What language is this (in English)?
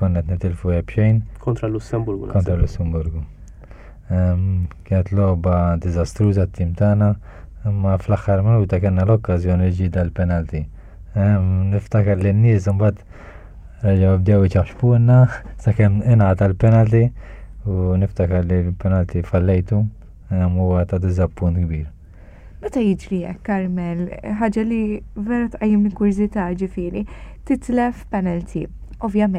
Maltese